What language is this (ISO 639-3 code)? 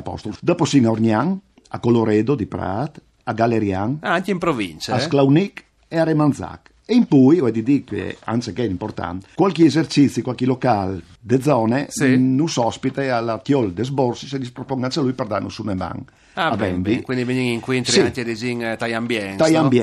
fur